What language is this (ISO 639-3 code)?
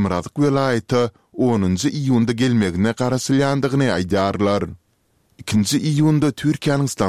kir